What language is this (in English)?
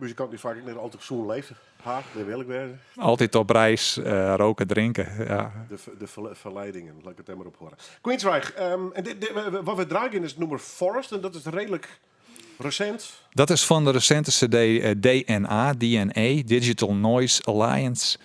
Western Frisian